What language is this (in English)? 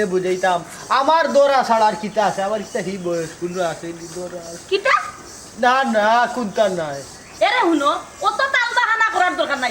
Sylheti